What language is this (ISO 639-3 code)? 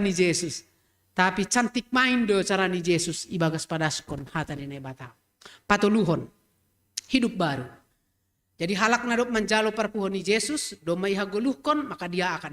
bts